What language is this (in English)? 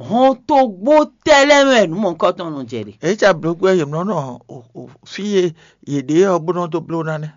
Fon